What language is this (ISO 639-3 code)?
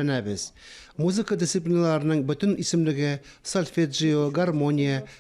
tat